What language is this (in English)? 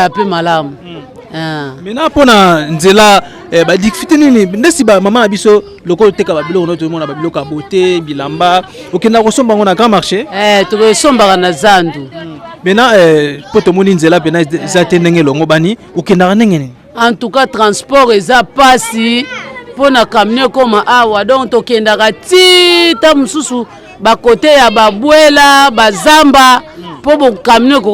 Lingala